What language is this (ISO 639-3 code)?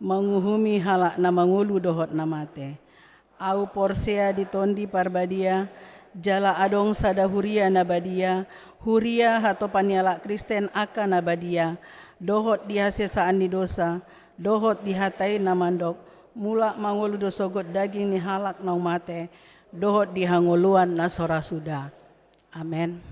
bbc